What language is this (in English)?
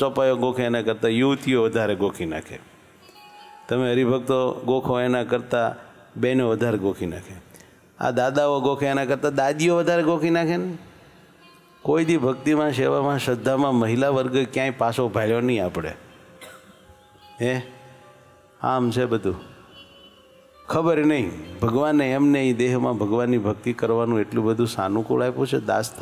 Gujarati